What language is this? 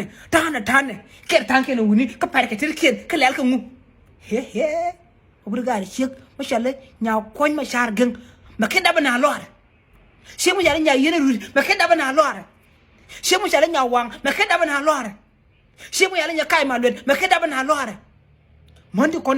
Nuer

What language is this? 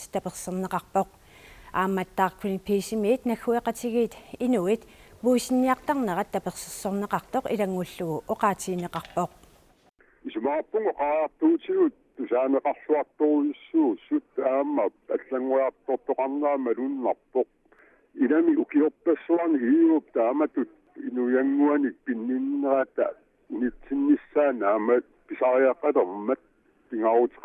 Kalaallisut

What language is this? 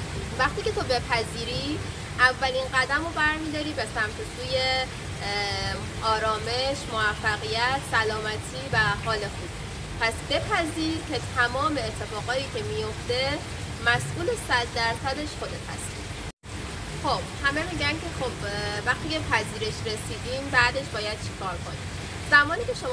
Persian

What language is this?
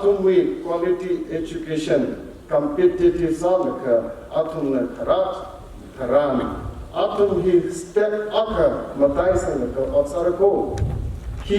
Tangkhul Naga (India)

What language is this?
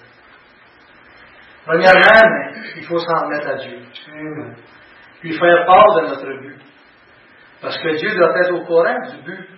French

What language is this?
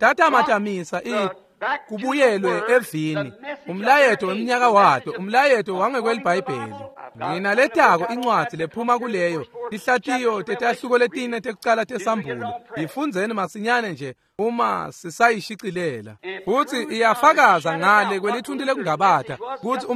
Swati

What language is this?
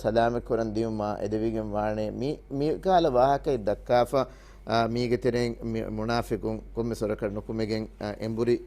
Divehi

